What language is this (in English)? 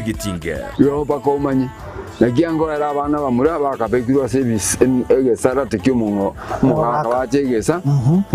Gusii